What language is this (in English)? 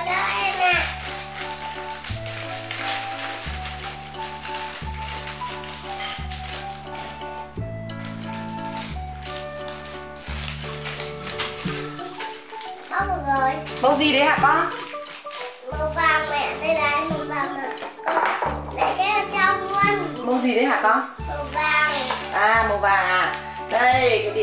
Vietnamese